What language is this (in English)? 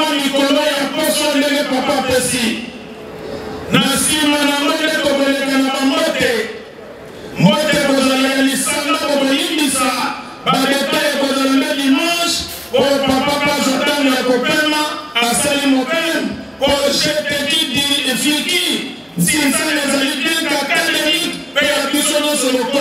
Lingala